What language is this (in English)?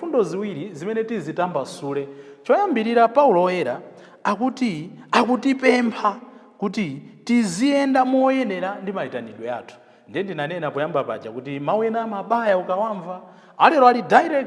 Nyanja